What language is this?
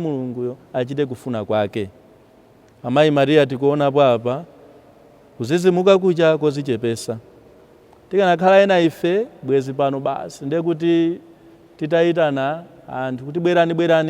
Nyanja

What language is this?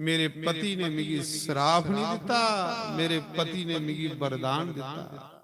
Dogri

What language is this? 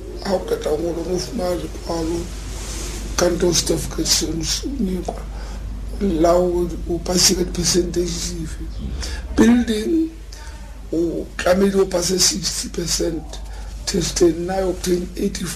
Tswana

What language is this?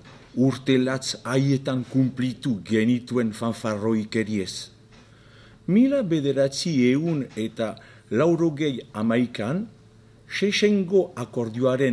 Basque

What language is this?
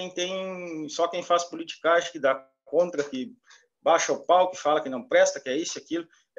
Portuguese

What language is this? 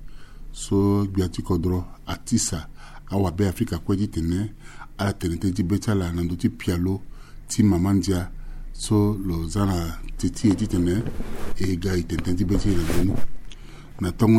Sango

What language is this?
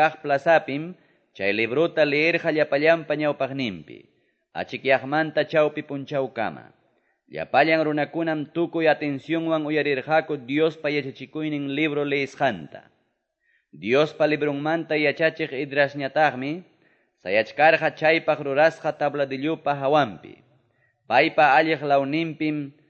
Quechua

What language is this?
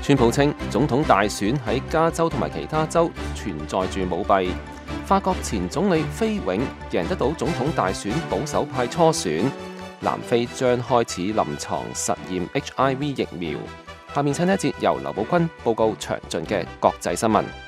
Cantonese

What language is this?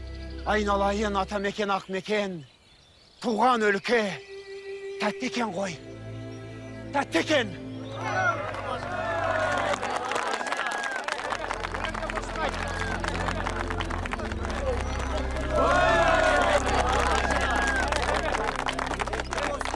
Kazakh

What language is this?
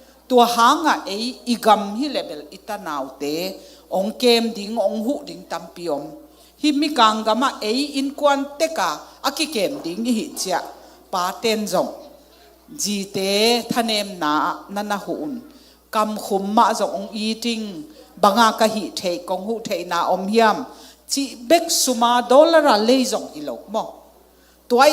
Tedim Chin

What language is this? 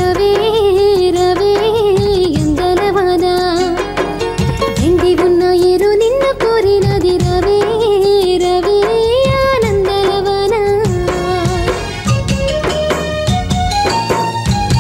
Telugu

